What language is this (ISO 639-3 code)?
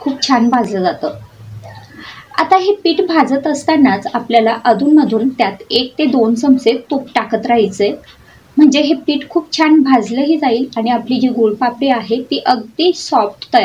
mar